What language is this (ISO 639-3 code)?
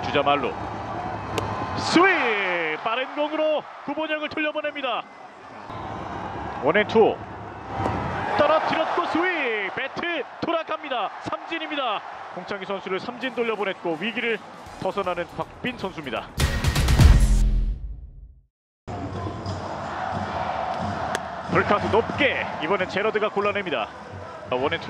kor